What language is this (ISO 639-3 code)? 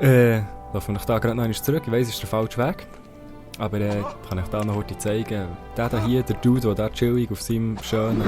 gsw